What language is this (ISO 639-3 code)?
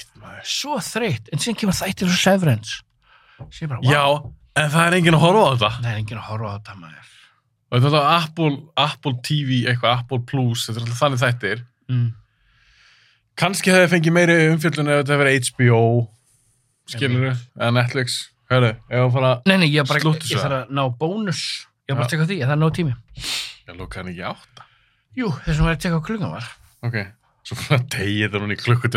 isl